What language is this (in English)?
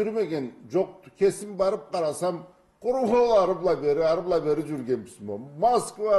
Karachay-Balkar